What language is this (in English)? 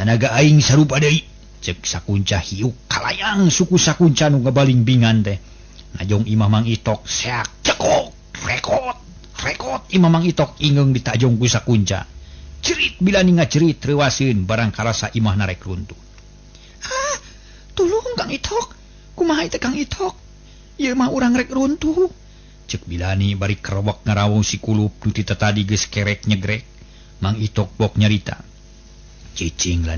Sundanese